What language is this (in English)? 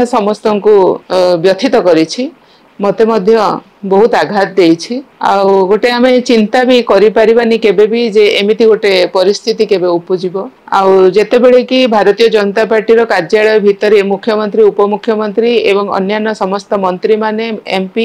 Odia